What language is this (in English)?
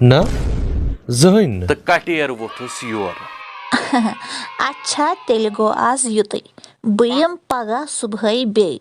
Kashmiri